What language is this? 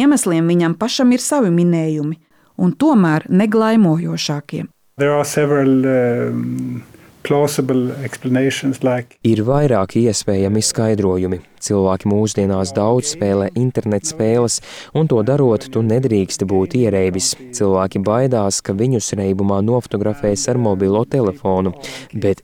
Latvian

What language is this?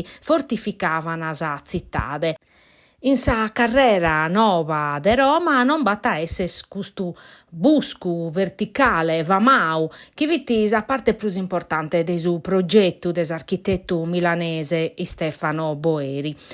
Sardinian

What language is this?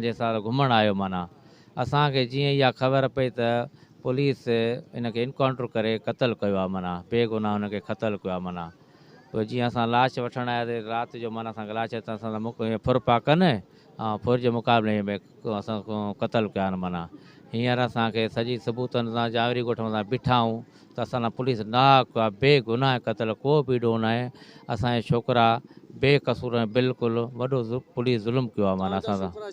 Sindhi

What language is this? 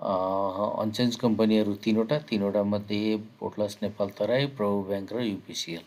Nepali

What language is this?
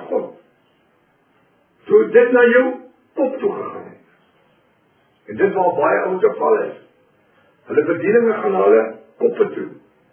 Afrikaans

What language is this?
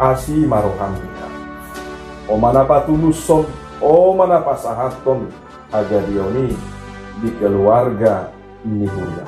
Batak Toba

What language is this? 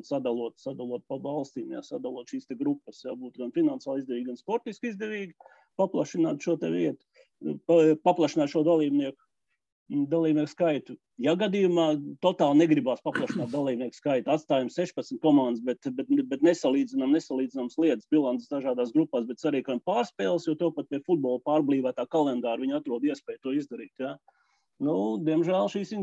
Latvian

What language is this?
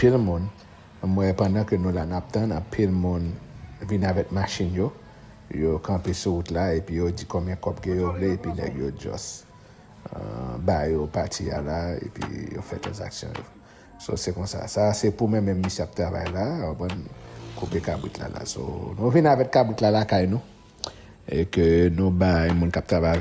Haitian Creole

